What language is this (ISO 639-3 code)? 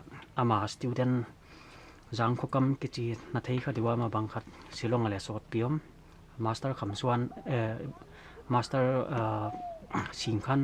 pck